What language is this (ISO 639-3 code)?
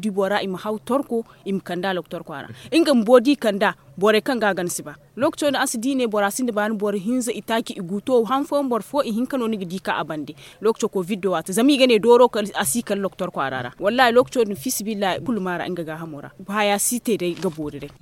dje